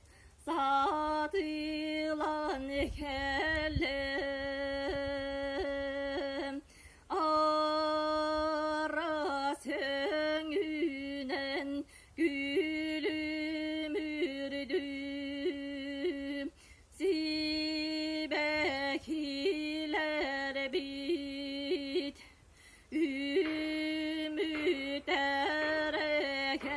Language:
Yakut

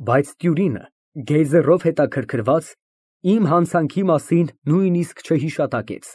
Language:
Armenian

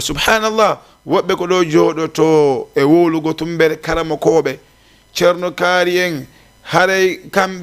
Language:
Fula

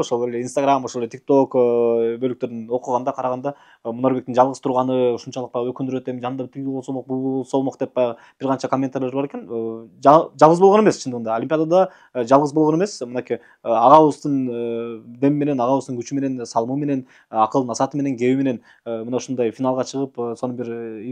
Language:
Kyrgyz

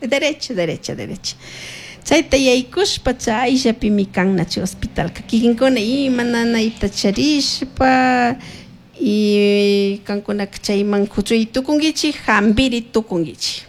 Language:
Chimborazo Highland Quichua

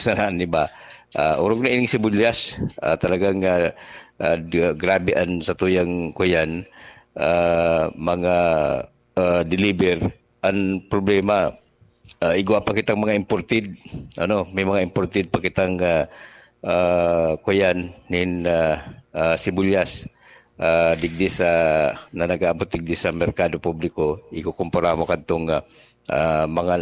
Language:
Bikol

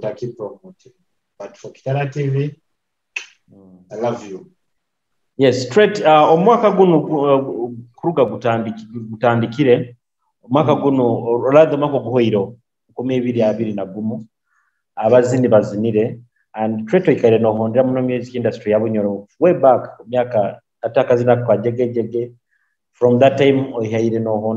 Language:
Nyoro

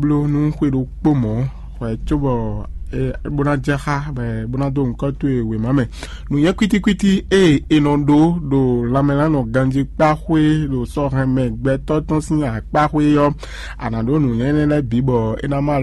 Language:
Fon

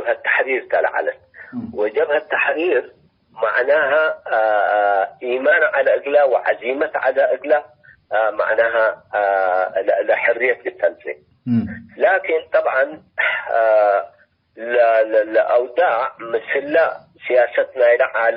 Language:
Tigre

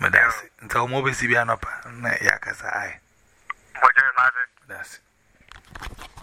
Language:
Igbo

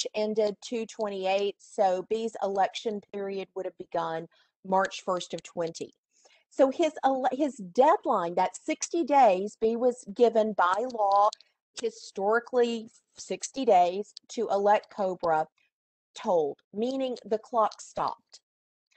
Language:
English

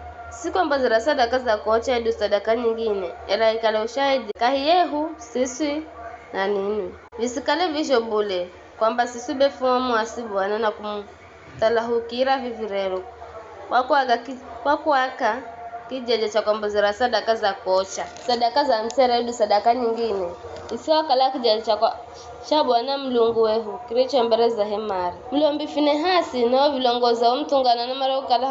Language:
Giryama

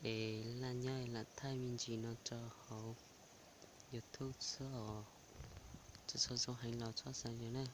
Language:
Hmong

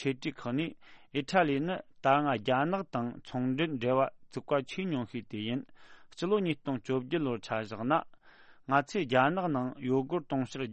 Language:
Tibetan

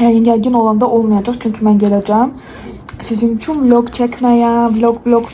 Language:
Azerbaijani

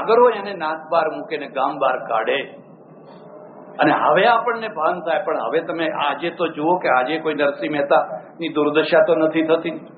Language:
Gujarati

